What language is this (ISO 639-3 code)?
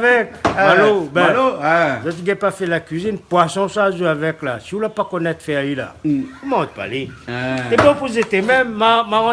rcf